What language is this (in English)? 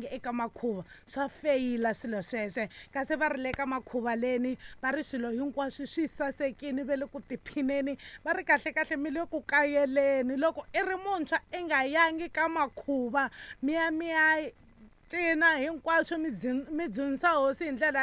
Tsonga